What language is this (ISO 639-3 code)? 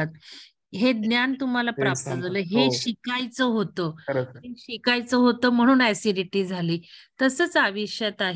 mar